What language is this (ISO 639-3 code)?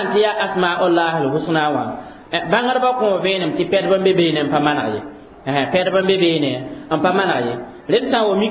mos